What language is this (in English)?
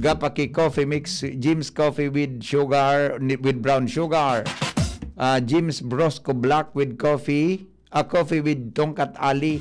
Bikol